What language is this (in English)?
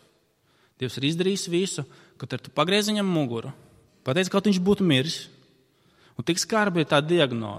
Latvian